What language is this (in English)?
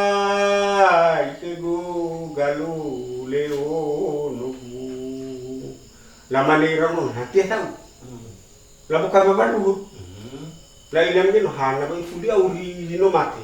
Nias